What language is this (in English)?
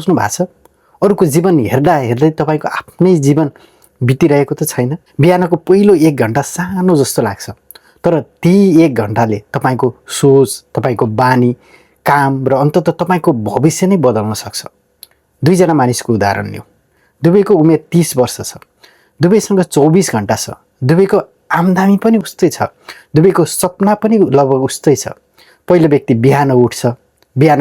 Nepali